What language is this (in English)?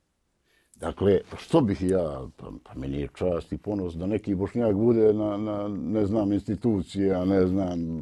Bosnian